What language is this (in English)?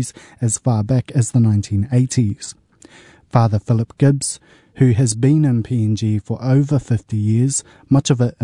English